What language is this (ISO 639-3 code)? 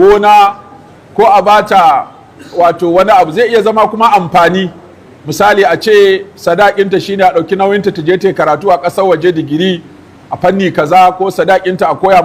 hau